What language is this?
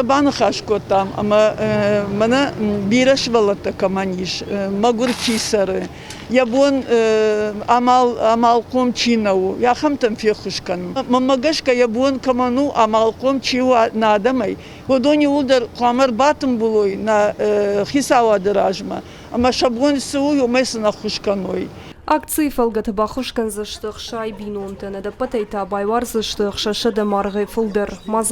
Ossetic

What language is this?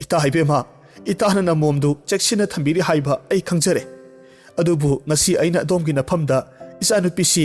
Manipuri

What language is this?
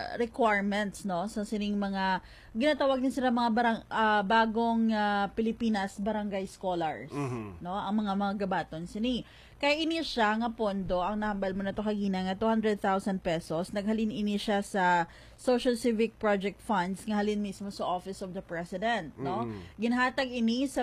Hiligaynon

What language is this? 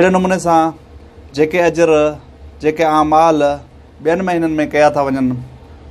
Sindhi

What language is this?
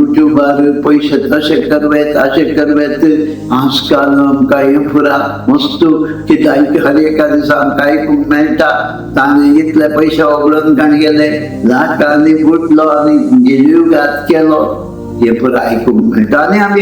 Konkani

